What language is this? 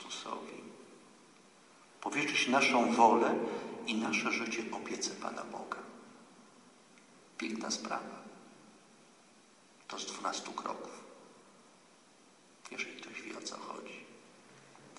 Polish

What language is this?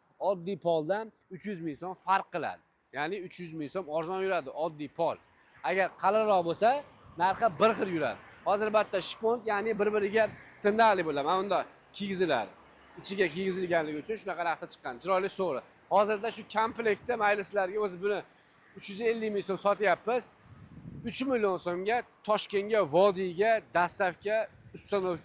Uzbek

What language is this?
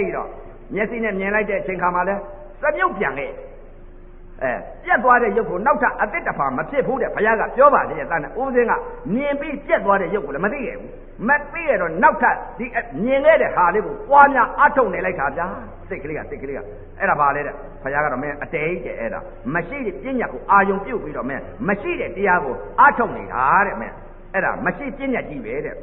Burmese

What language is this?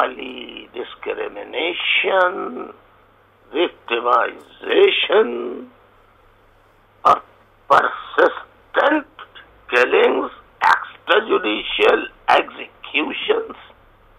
Urdu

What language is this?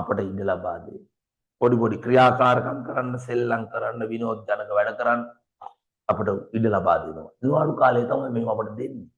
Sinhala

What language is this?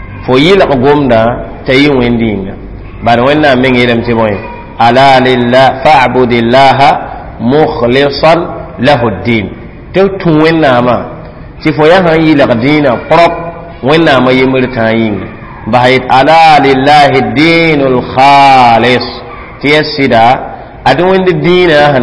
Mossi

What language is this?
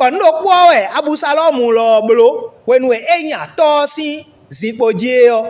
Fon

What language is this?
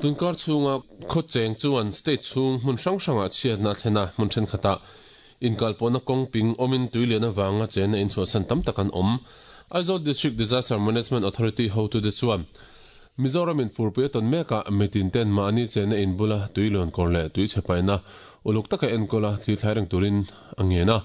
Mizo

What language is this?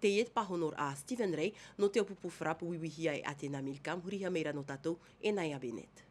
Tahitian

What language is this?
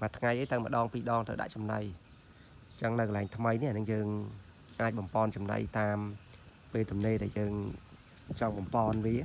Khmer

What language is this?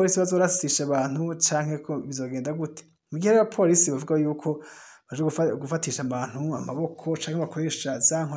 Rundi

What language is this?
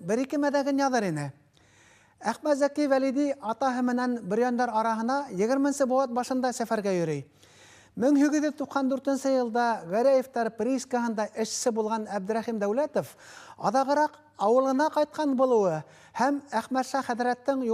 Bashkir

